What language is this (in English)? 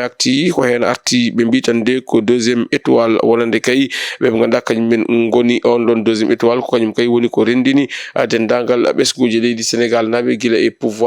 Fula